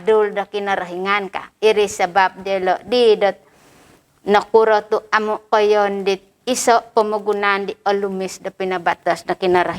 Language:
Central Dusun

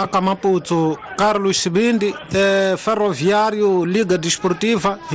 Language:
Tsonga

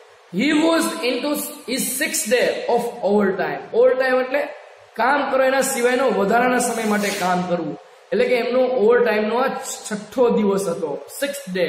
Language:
Gujarati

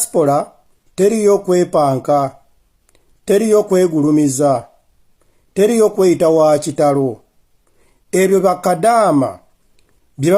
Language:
Ganda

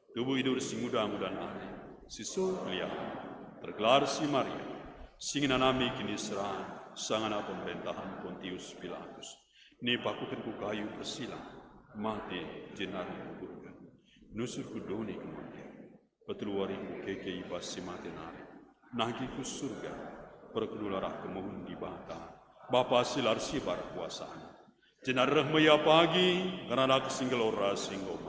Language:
Batak Karo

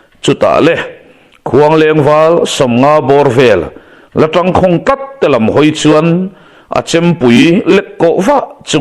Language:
Mizo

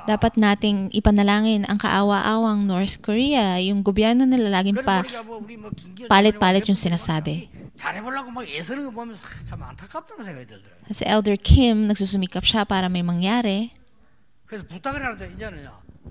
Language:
Filipino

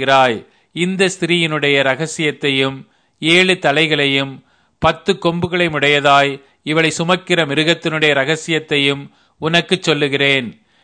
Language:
Tamil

